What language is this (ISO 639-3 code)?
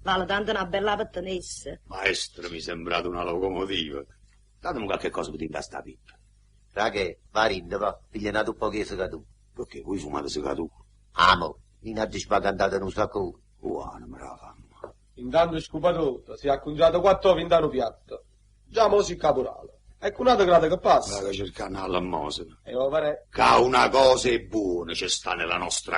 nap